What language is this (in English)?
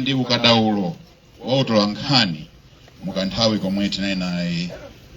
Nyanja